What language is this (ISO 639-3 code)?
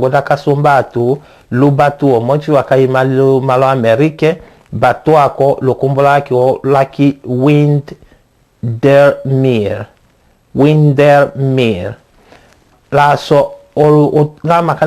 tll